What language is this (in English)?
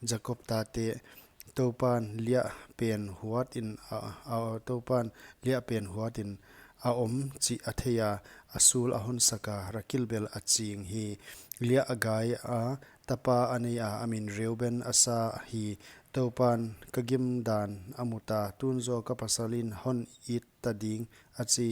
Paite Chin